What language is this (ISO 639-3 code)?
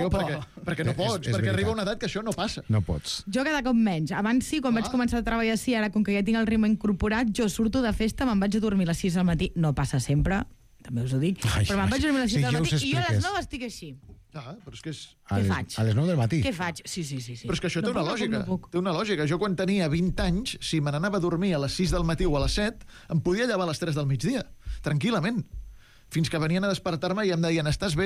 cat